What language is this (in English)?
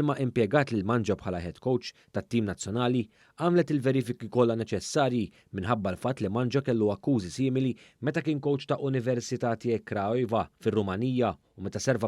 Maltese